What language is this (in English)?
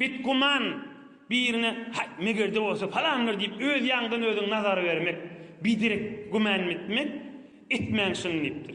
Turkmen